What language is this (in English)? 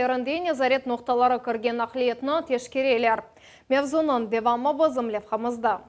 Crimean Tatar